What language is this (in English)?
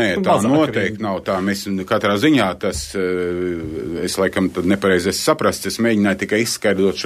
Latvian